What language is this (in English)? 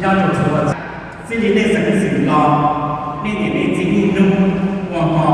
Hmong